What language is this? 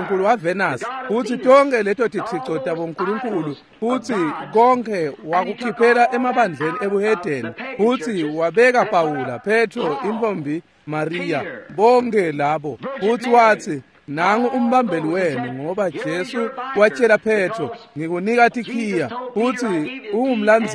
Swati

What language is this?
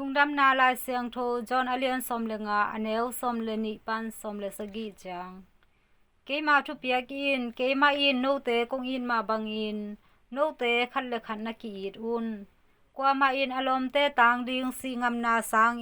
Tedim Chin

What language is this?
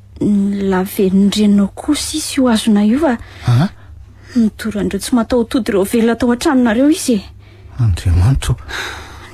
Malagasy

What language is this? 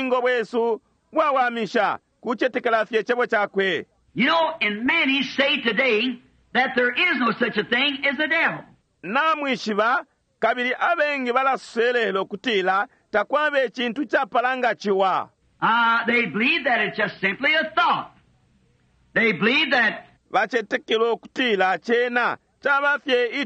Bemba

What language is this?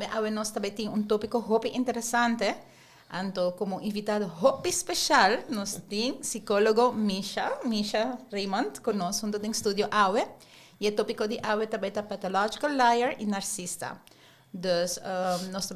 Papiamento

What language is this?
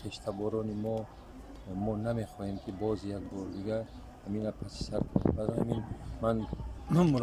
Tajik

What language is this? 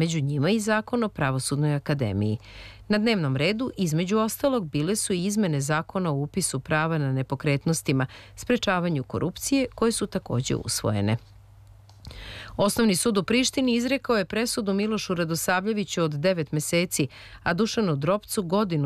Serbian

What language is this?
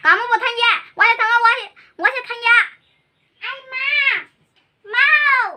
Kok Borok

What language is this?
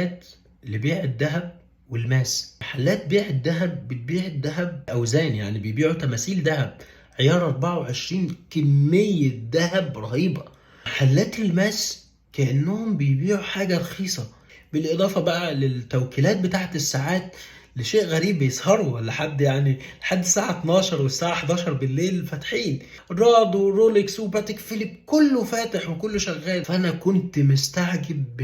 Egyptian Arabic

